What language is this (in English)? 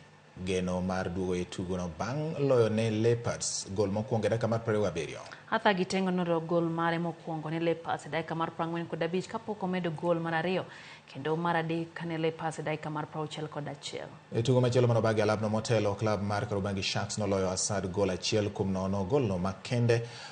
Luo (Kenya and Tanzania)